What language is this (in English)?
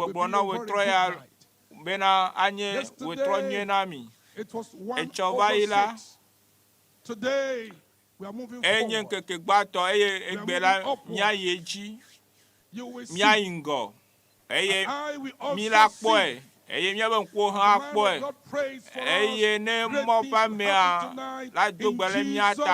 Ewe